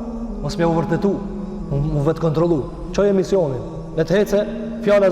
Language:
Albanian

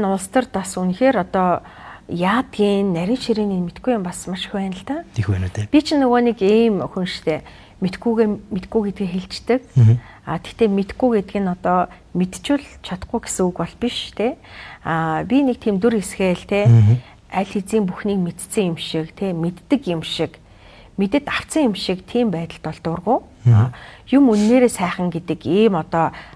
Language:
Mongolian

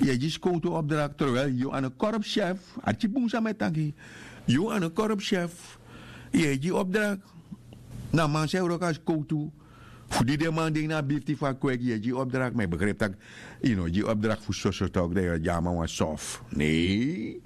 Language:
Sranan Tongo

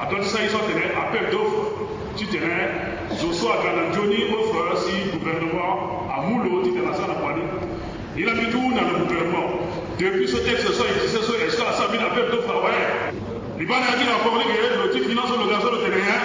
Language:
Sango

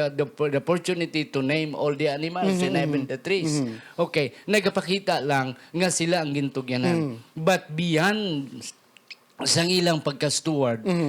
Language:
Hiligaynon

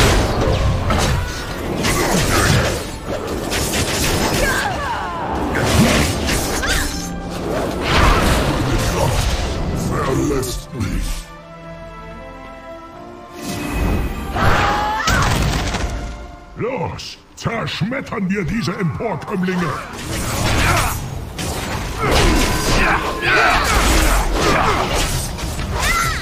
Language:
German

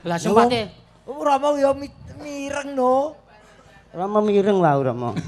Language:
Javanese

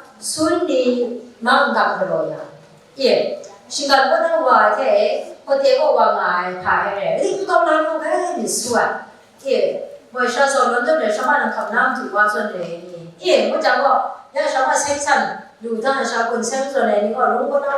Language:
Kachin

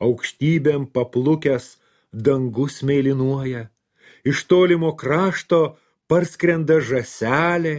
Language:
Lithuanian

